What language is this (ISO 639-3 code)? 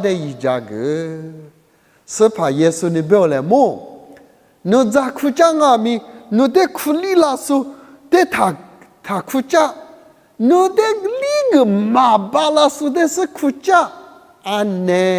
lis